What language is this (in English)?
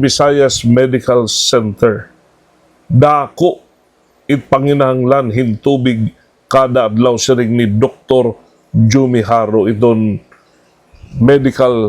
Waray